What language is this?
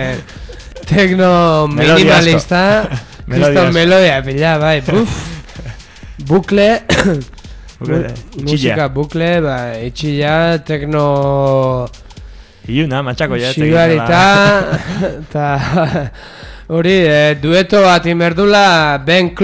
Basque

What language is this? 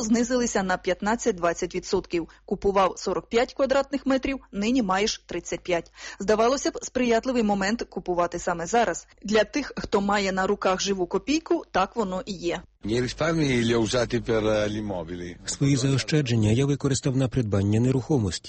Ukrainian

